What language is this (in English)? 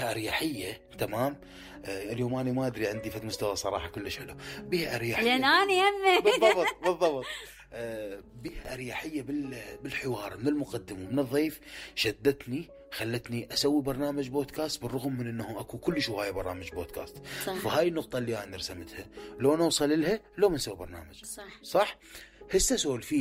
Mesopotamian Arabic